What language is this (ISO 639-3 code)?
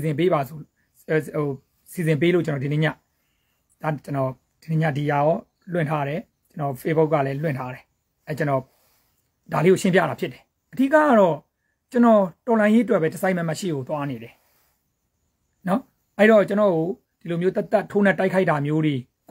mya